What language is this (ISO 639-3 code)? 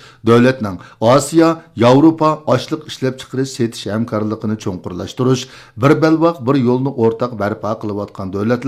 uig